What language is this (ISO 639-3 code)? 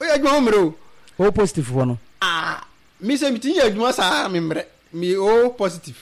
aka